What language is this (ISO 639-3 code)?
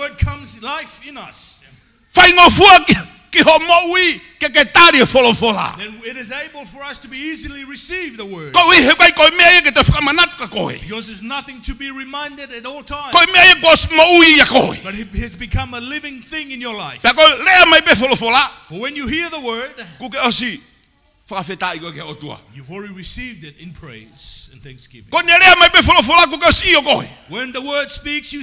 ton